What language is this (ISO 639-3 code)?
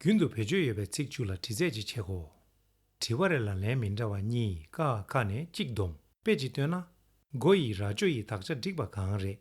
bod